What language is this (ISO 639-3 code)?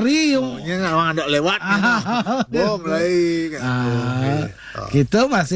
ban